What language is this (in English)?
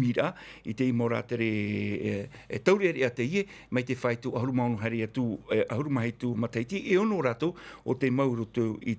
Tahitian